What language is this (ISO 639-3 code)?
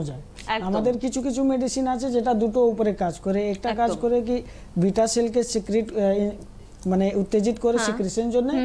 ben